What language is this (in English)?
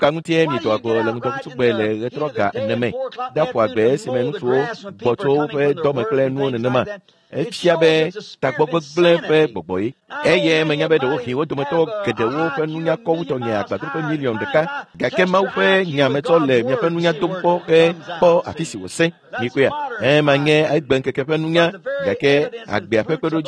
Ewe